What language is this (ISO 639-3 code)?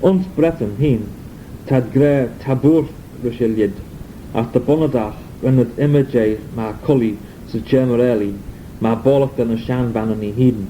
glv